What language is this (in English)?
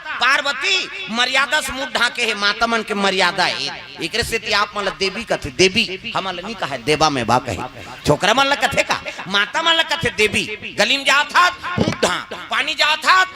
Chhattisgarhi